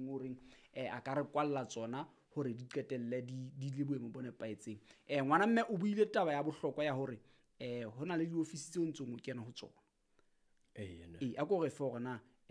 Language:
Southern Sotho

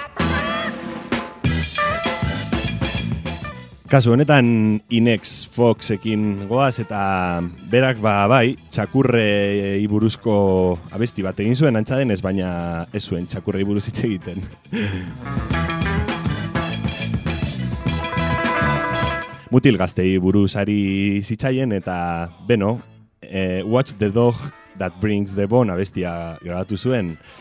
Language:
Basque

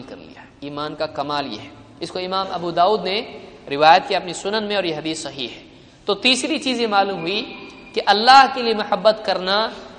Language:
Urdu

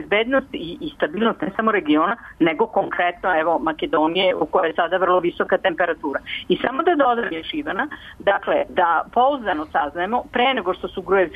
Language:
Serbian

